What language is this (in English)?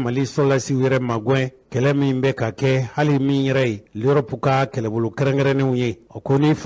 Bambara